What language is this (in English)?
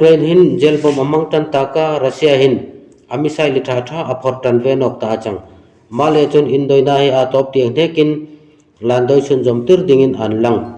Darlong